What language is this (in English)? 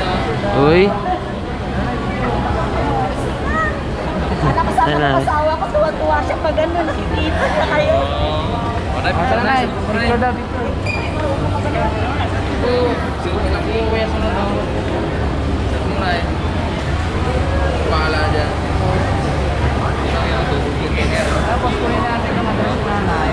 Filipino